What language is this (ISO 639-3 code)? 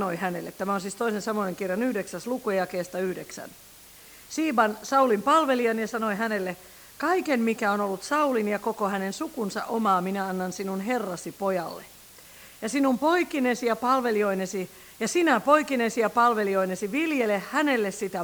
fin